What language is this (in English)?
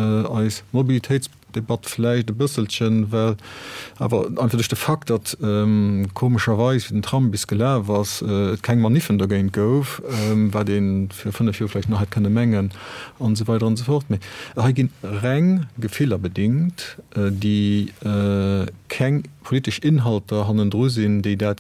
Luxembourgish